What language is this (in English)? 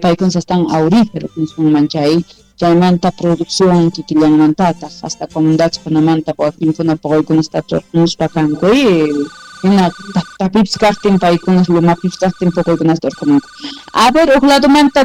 South Bolivian Quechua